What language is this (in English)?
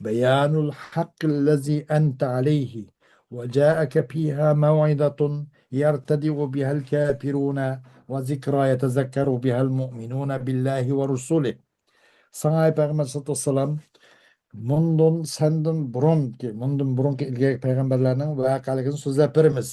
Uyghur